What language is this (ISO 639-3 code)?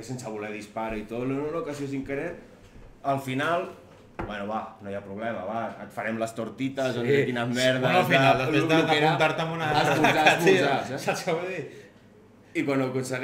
cat